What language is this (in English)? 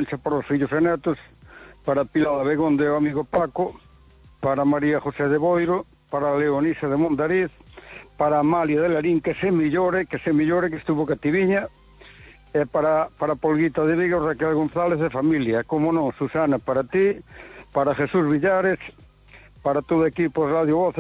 Galician